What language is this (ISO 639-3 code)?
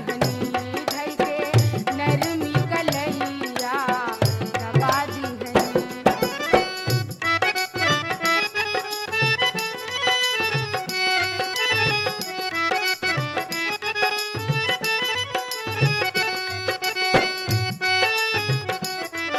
bho